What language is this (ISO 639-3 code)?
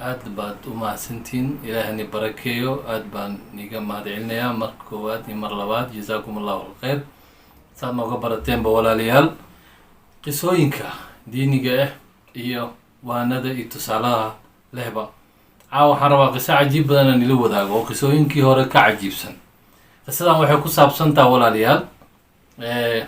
som